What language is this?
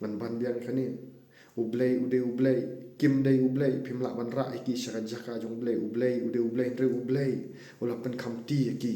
Khasi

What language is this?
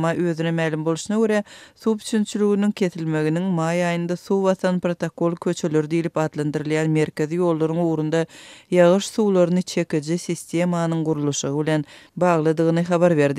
Turkmen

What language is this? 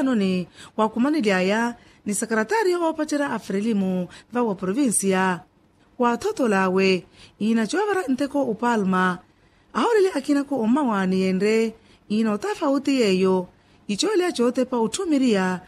Makhuwa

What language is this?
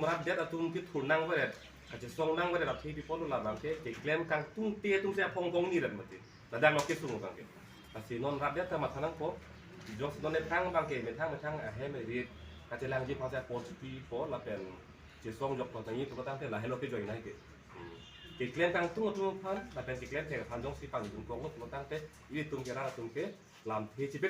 Karbi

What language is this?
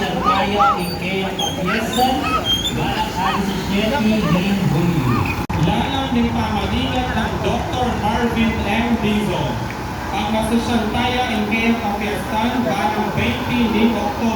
Pampanga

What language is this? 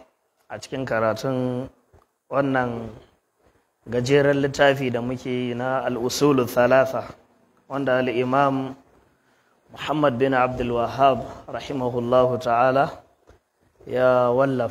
Hausa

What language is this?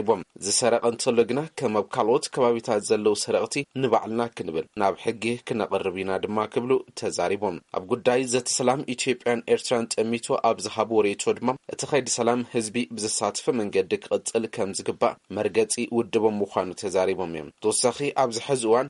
Tigrinya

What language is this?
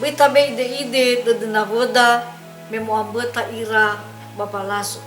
Nias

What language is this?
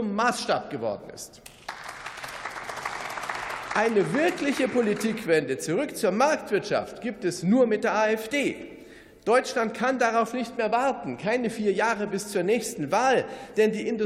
German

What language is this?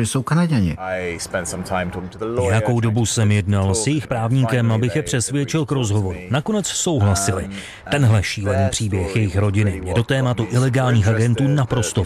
Czech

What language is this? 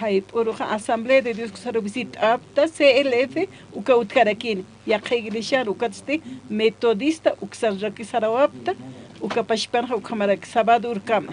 Aymara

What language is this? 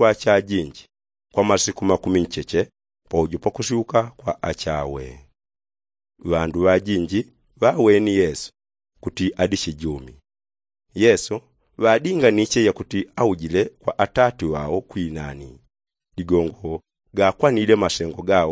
Yao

